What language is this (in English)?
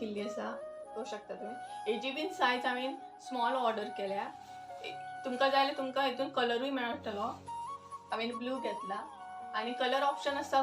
Konkani